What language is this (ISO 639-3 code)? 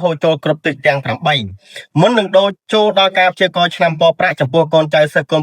khm